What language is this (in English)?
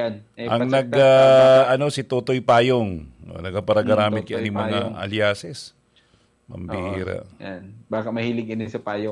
Bikol